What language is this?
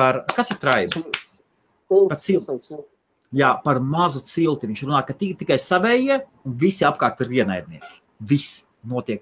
Latvian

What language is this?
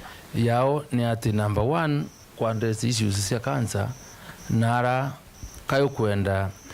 Meru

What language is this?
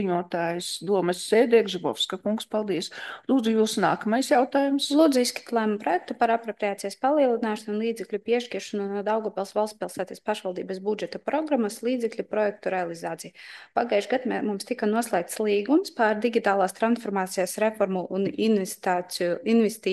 Latvian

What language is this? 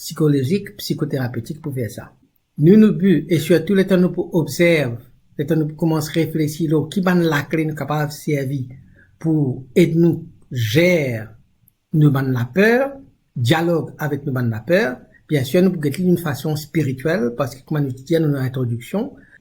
Morisyen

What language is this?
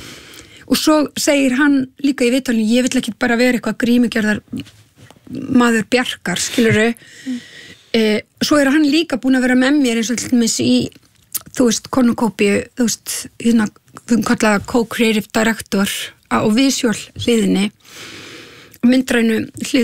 Icelandic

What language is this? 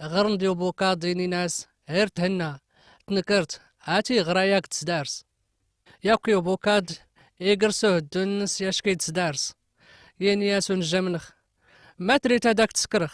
Kabyle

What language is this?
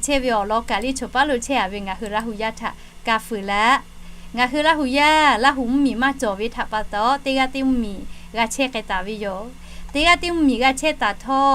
Lahu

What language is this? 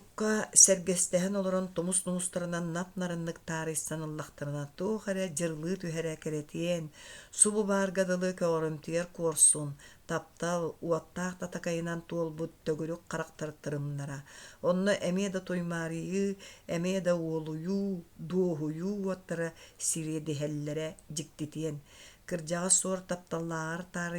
Yakut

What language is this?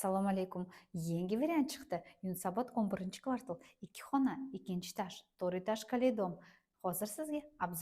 Uzbek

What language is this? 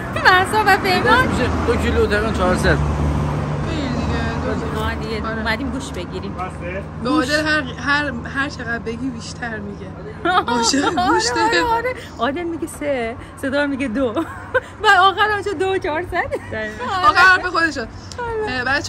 Persian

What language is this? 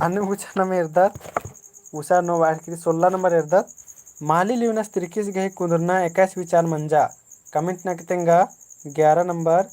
Kurukh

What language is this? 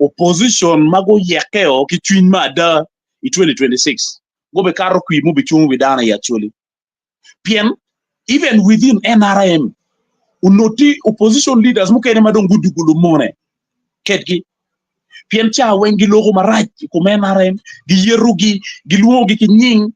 Acoli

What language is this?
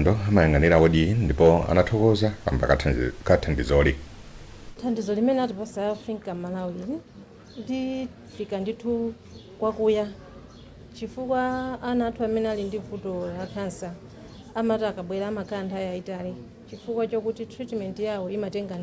Nyanja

